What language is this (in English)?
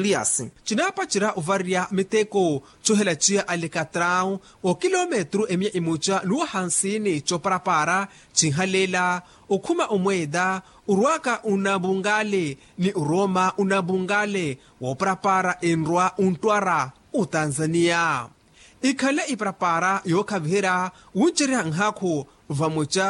Makhuwa